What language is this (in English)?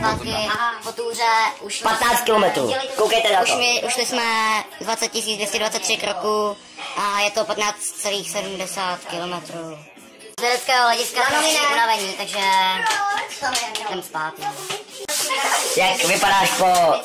Czech